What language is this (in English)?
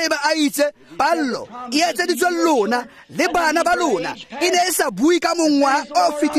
Tswana